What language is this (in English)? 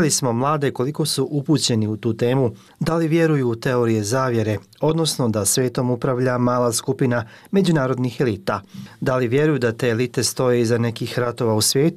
Bosnian